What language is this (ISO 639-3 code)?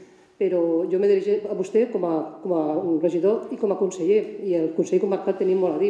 cat